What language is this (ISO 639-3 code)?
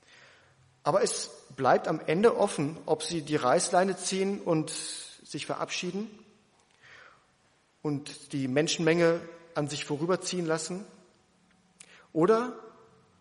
deu